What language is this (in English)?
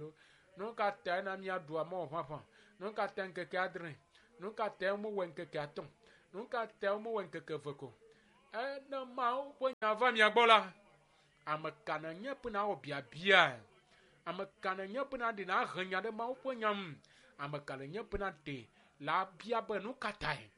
Ewe